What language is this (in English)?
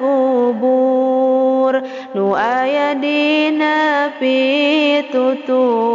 Sundanese